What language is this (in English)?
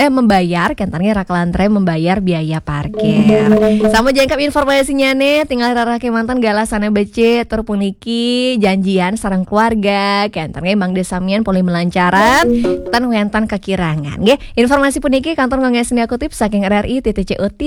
Balinese